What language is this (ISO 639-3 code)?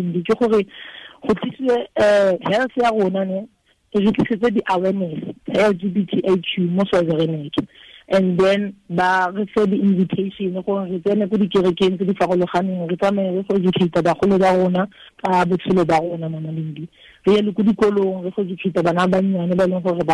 tsn